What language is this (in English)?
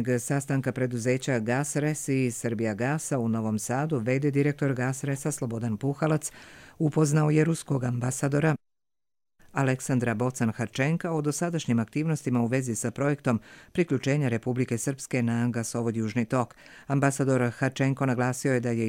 Croatian